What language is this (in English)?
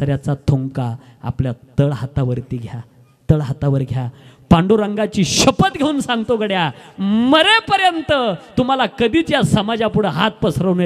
Marathi